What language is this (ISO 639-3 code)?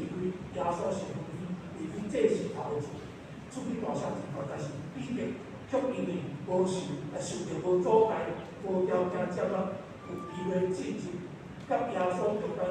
nan